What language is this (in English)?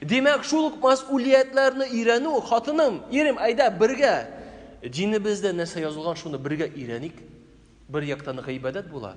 Tatar